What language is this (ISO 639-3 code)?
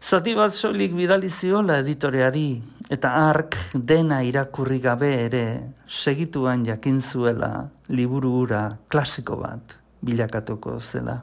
eus